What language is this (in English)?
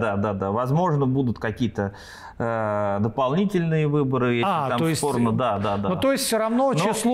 Russian